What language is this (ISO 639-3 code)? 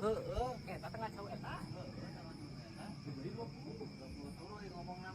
sun